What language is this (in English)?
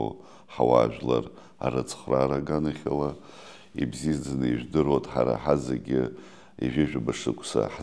Abkhazian